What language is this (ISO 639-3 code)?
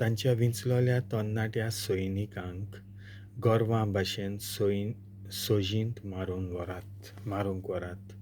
kok